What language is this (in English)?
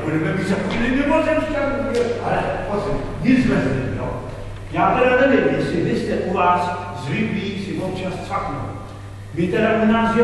Czech